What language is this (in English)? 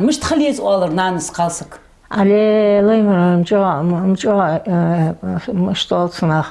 Ingush